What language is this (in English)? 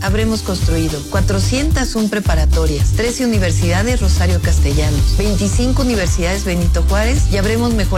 Spanish